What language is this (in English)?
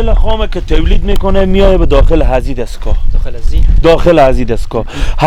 Persian